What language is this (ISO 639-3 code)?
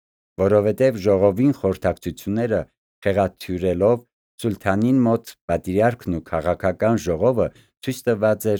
hye